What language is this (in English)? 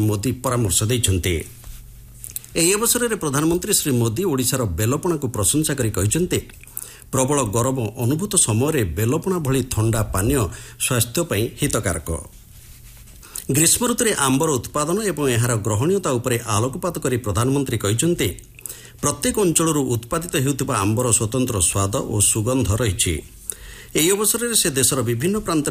Odia